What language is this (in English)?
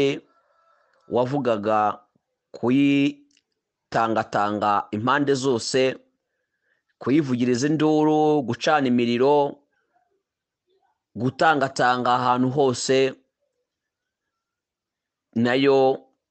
Kinyarwanda